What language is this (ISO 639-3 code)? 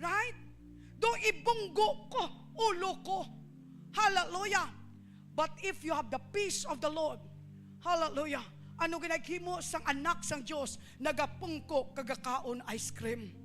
hil